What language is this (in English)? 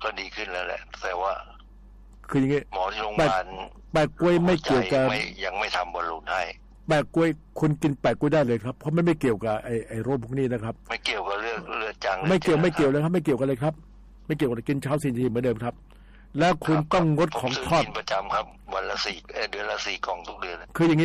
Thai